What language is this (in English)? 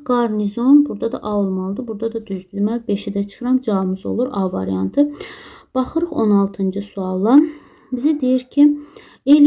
Azerbaijani